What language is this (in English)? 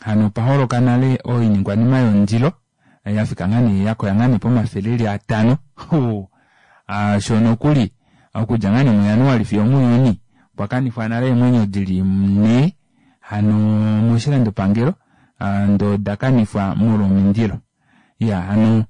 Kuanyama